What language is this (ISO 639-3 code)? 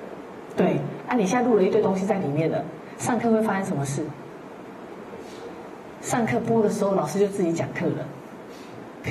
zho